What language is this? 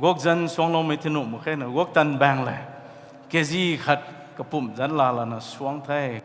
Rongmei Naga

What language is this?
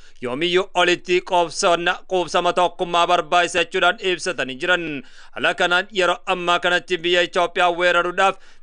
Oromo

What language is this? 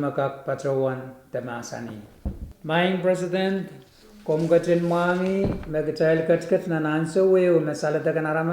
Pohnpeian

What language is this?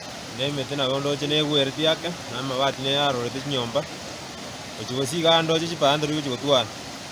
Gusii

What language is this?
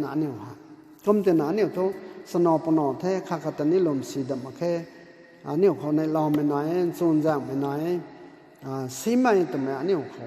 Rongmei Naga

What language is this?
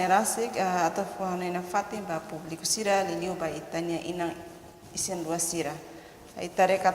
Tetum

